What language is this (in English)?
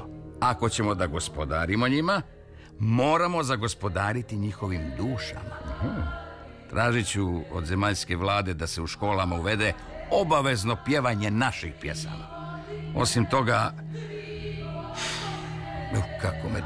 Croatian